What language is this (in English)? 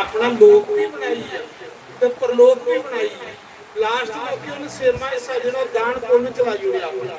Dogri